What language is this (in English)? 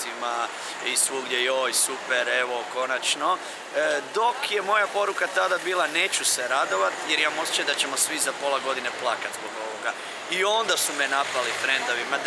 Croatian